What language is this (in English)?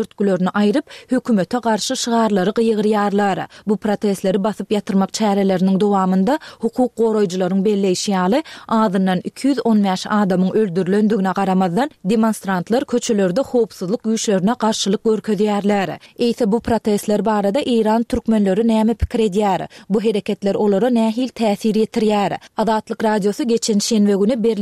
Turkmen